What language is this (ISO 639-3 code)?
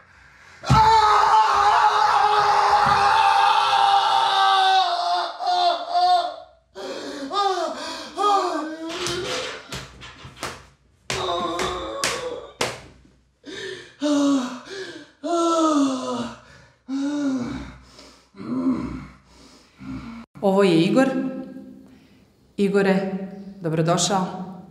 srp